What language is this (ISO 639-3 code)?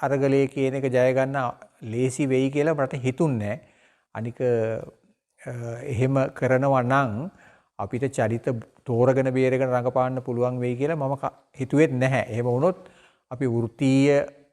sin